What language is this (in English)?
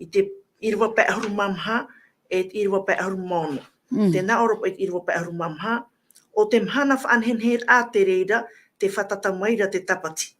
Tahitian